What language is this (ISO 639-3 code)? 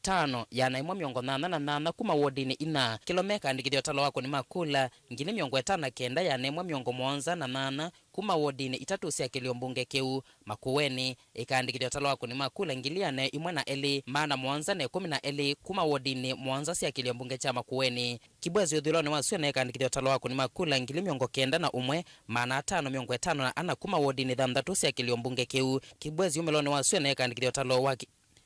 kam